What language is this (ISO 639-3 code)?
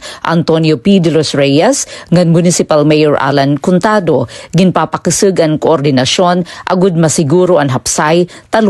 war